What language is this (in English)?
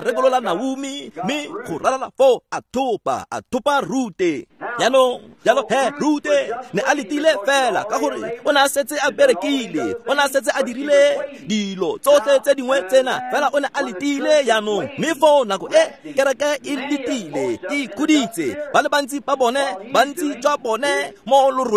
Tswana